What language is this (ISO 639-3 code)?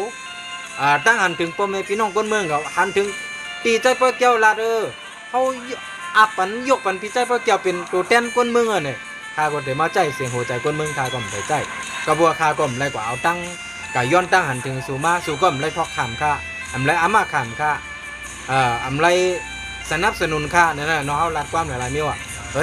shn